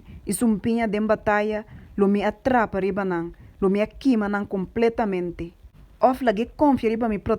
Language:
Papiamento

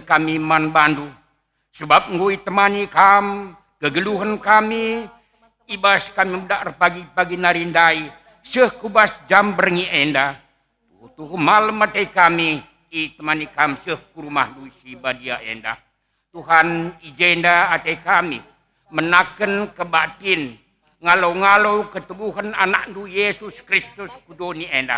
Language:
Batak Karo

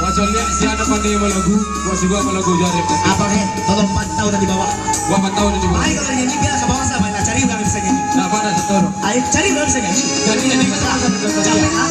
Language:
Minangkabau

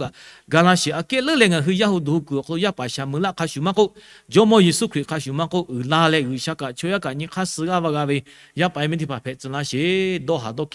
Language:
Lahu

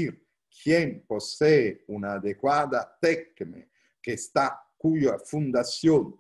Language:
Spanish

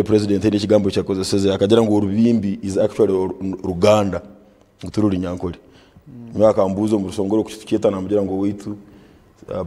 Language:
Nyankole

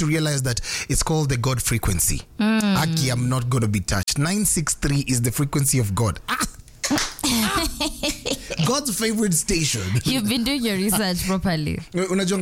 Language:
Swahili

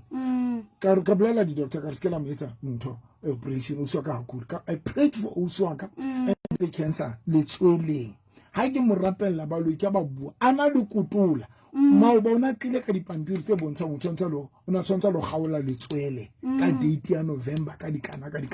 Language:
Southern Sotho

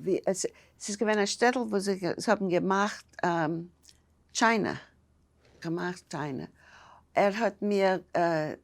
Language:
Yiddish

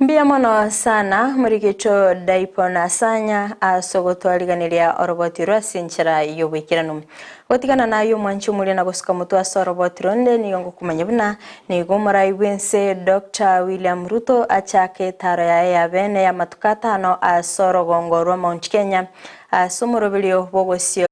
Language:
Gusii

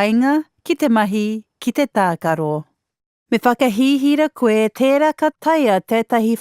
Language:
Māori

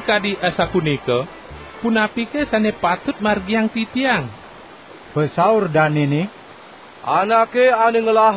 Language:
Balinese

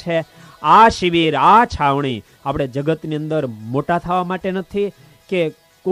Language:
Gujarati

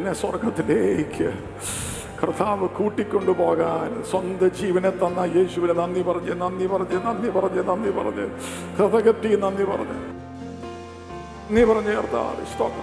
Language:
Malayalam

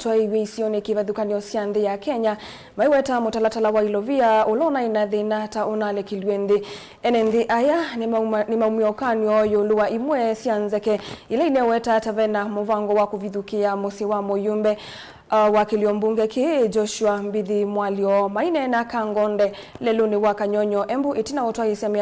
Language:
Kamba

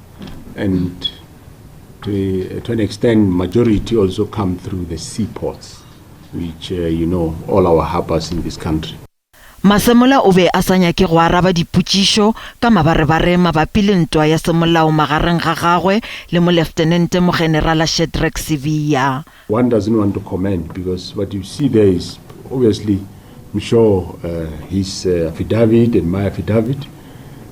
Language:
Northern Sotho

